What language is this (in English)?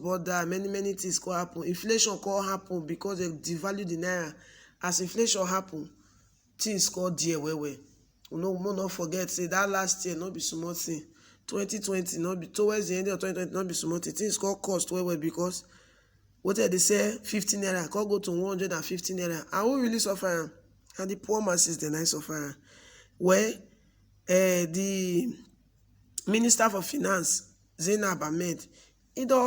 Nigerian Pidgin